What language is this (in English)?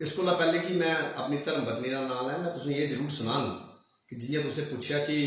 Dogri